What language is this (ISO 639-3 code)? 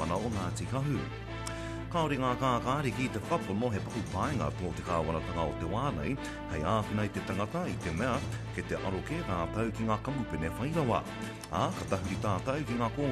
mri